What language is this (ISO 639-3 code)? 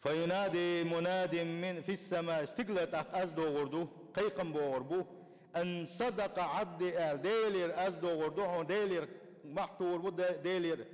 che